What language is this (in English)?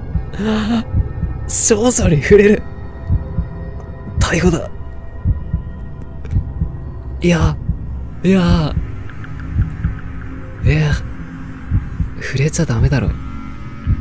Japanese